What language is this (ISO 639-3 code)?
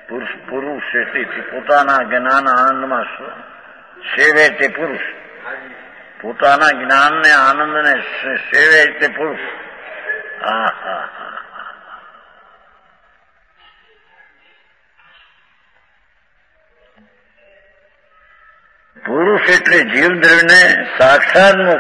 guj